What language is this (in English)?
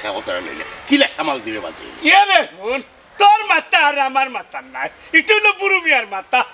Sylheti